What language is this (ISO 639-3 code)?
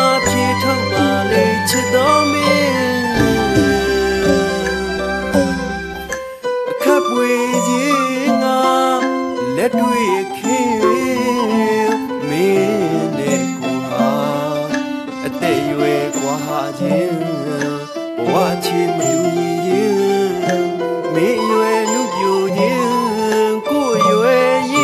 mya